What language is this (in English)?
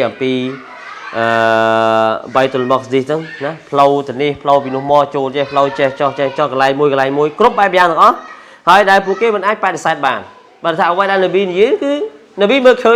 Khmer